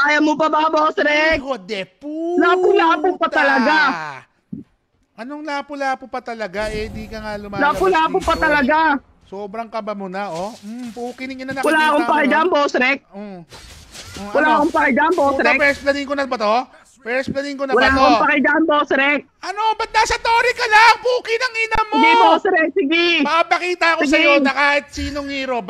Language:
Filipino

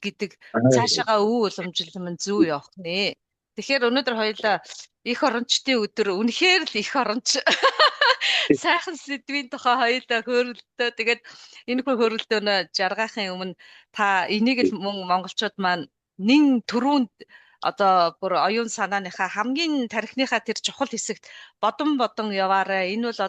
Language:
Mongolian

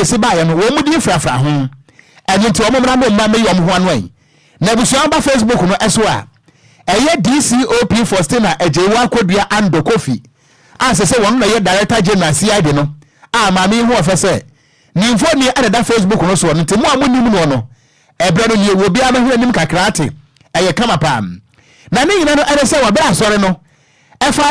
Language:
Akan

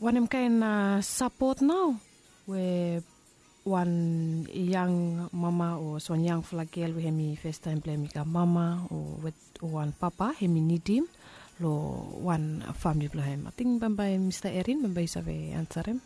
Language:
Bislama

